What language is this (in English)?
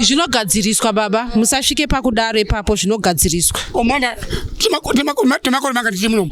Shona